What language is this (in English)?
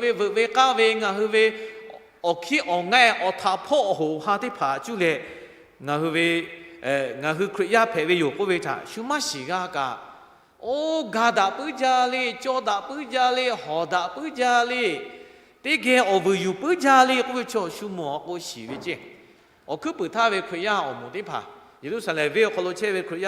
Lahu